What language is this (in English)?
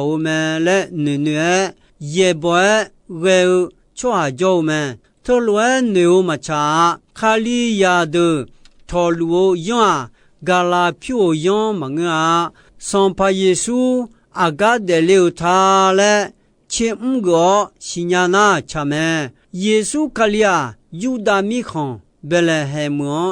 Akha